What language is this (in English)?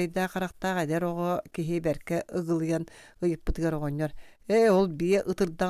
Yakut